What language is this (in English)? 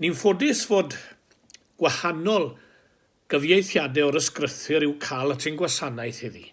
Welsh